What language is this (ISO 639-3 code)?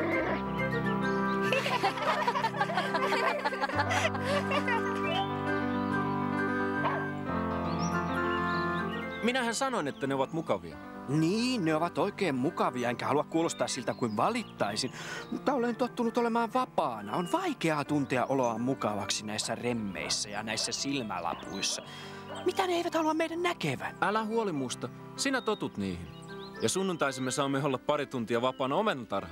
fin